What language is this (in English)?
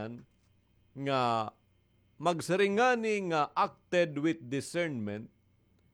Waray